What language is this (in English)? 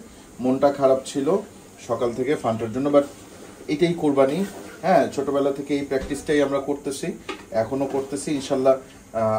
Bangla